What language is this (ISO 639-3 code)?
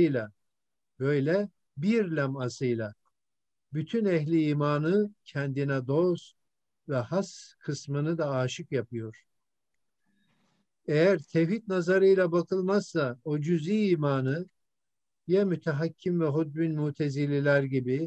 tur